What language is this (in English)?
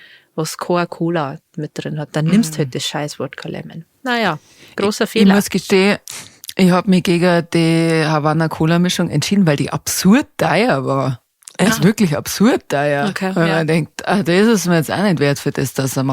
Bavarian